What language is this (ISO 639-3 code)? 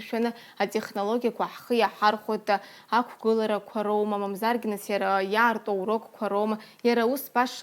abk